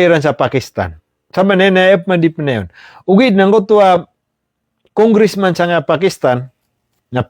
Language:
Maranao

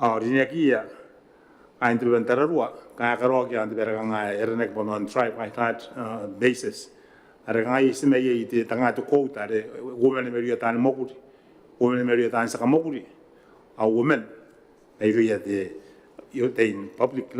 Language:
Gilbertese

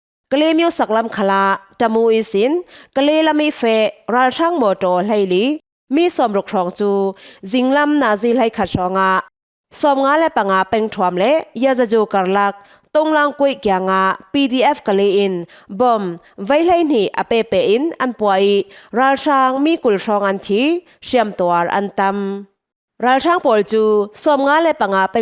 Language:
Falam Chin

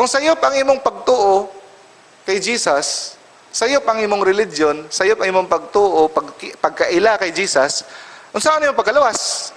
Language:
Cebuano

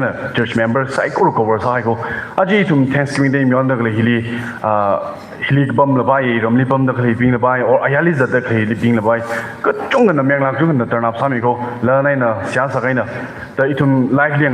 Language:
Tangkhul Naga (India)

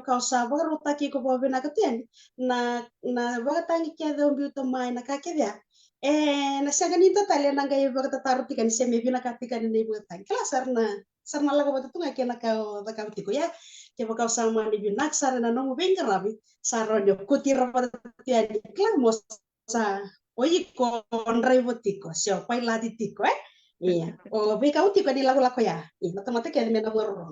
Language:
Fijian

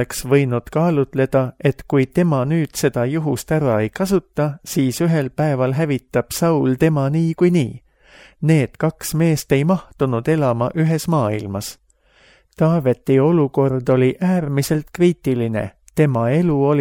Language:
Estonian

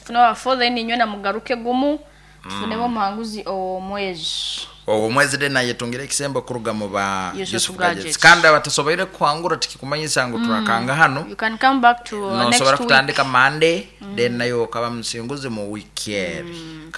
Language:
Nyankole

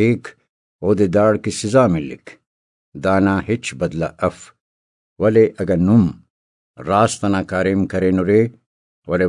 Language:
Brahui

